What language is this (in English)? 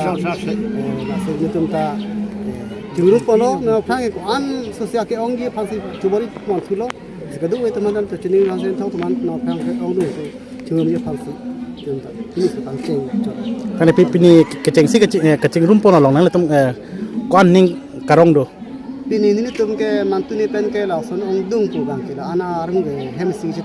Karbi